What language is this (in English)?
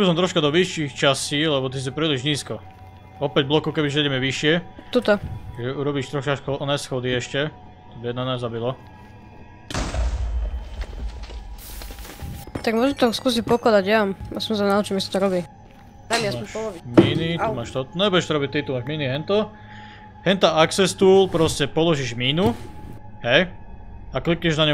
Slovak